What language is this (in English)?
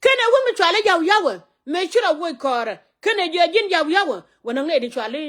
Nuer